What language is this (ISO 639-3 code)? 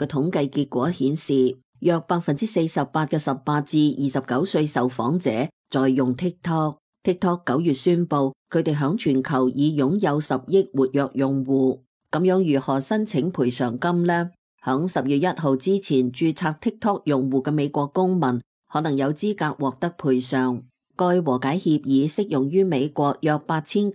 yue